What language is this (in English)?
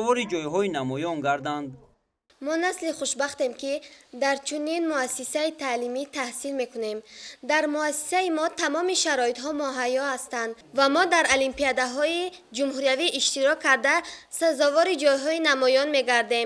Tajik